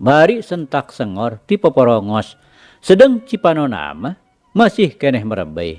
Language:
Sundanese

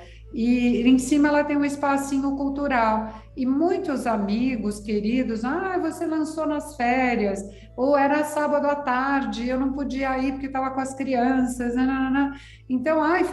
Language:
Portuguese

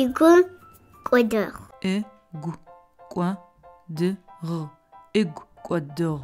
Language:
Adyghe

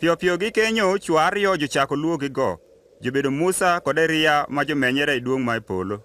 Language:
Adhola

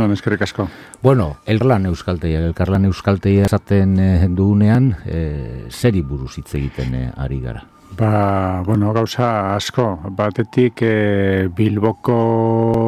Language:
Basque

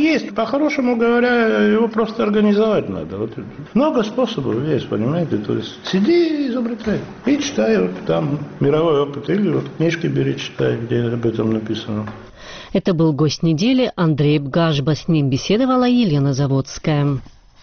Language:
Russian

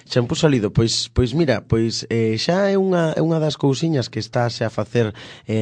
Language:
Galician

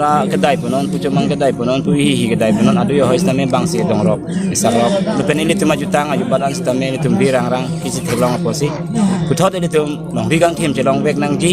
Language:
Karbi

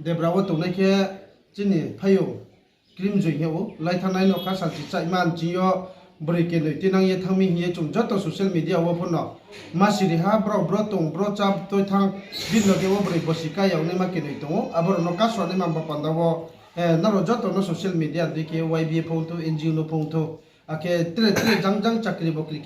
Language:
Riang (India)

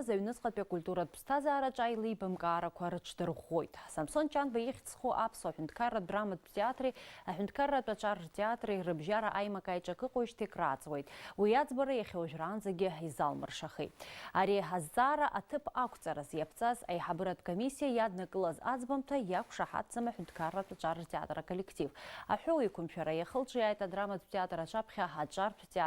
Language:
Abkhazian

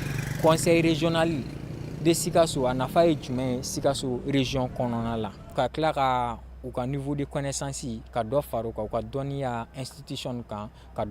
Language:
Bambara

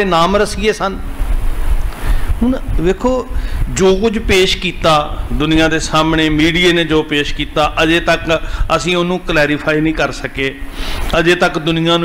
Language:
Punjabi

